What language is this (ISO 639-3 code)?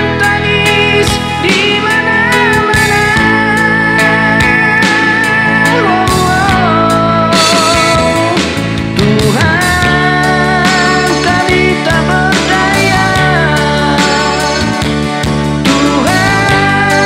ind